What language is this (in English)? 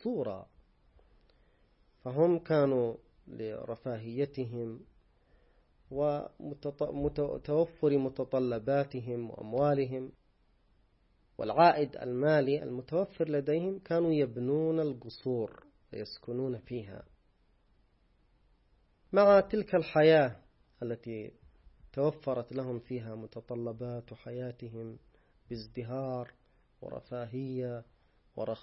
Arabic